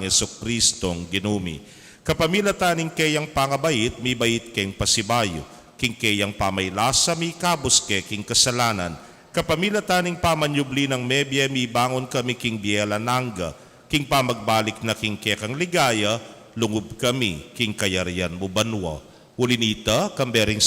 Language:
Pampanga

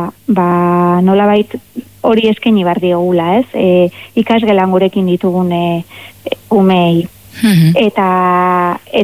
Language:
Basque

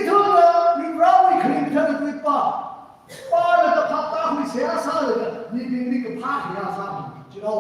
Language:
Tangkhul Naga (India)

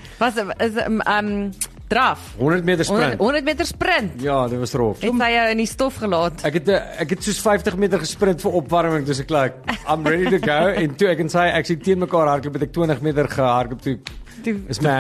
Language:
Afrikaans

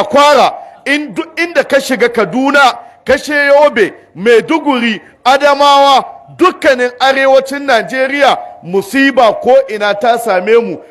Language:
Hausa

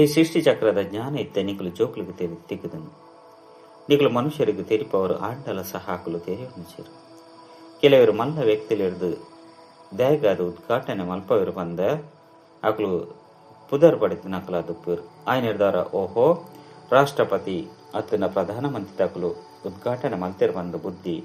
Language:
Tulu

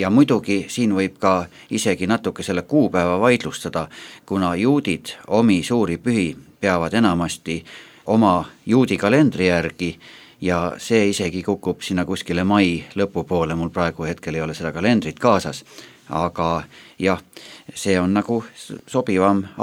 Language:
Estonian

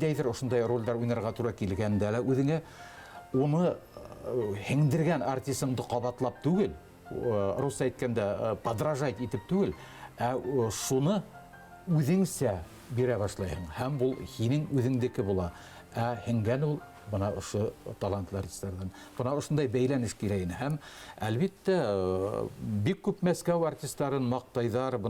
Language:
Bashkir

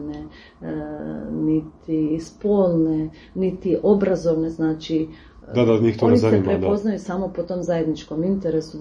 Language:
Croatian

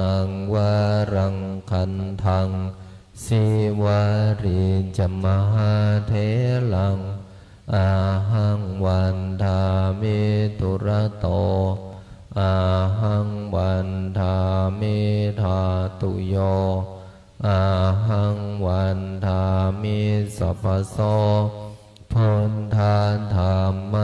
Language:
Pali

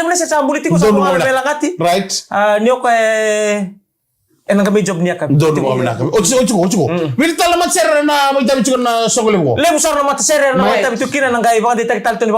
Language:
Fijian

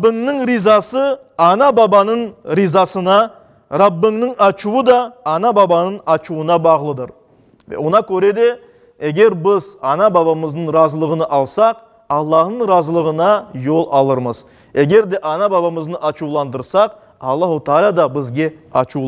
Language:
Crimean Tatar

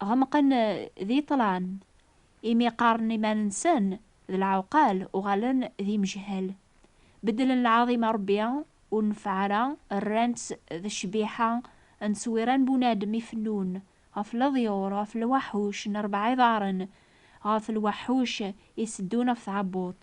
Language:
Kabyle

